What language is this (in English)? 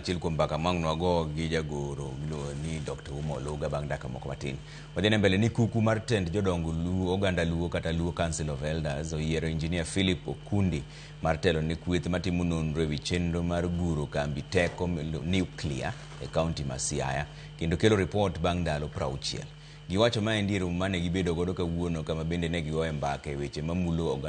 Luo (Kenya and Tanzania)